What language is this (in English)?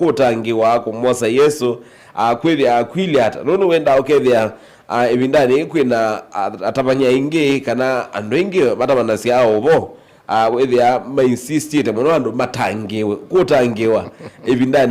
Kamba